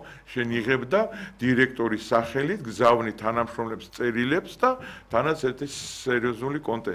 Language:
Georgian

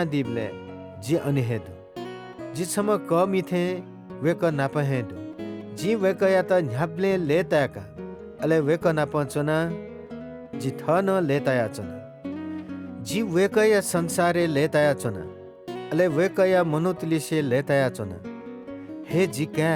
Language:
Newari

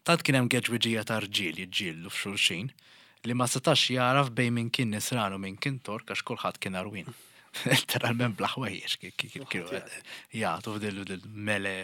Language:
Maltese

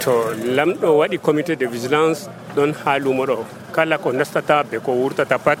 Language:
Nigerian Fulfulde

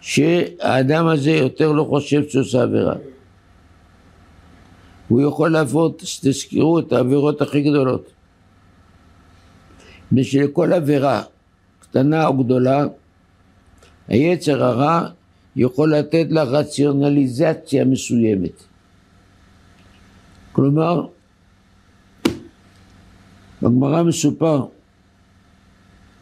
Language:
Hebrew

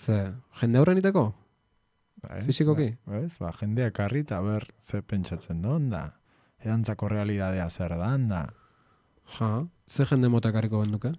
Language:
Basque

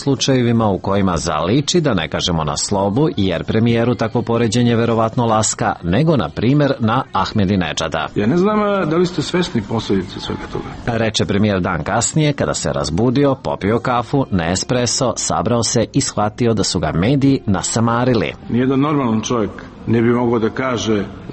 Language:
Serbian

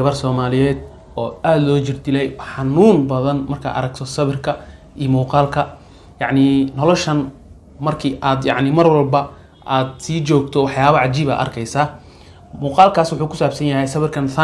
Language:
Somali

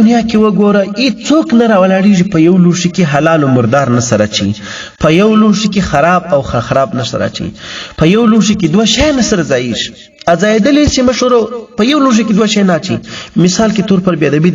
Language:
Pashto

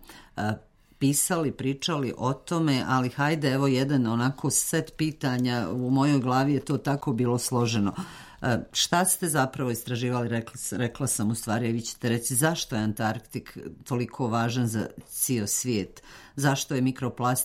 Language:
Serbian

